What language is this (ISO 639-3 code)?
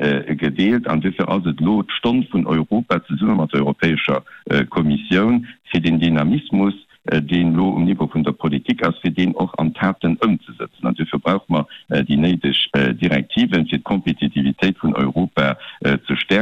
ltz